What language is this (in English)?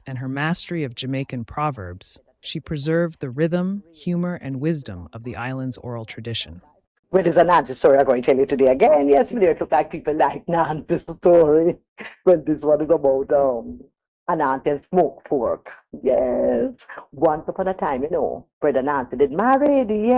Jamaican Creole English